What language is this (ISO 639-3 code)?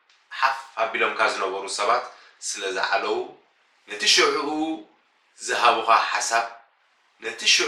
tir